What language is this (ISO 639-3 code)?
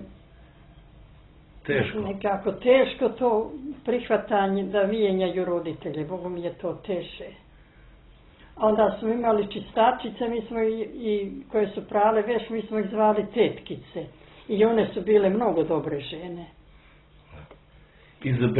bos